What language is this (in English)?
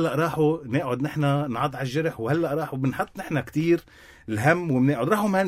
North Levantine Arabic